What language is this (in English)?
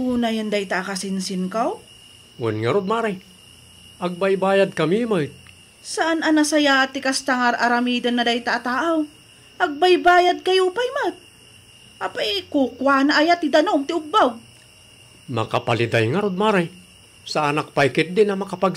Iloko